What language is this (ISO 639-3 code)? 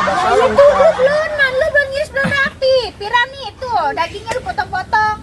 bew